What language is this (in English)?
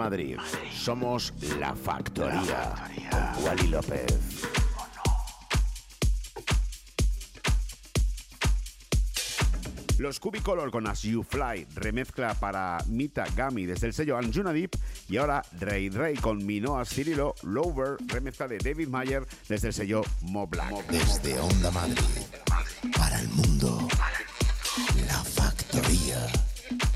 Spanish